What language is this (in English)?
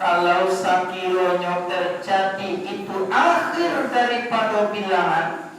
Minangkabau